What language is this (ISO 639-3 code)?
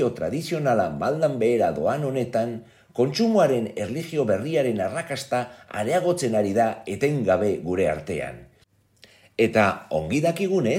eus